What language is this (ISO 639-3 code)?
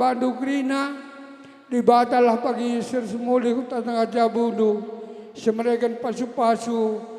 btx